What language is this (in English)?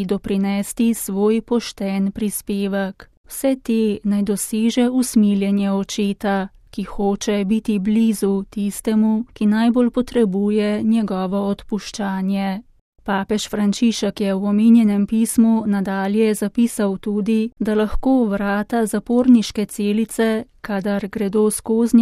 Slovenian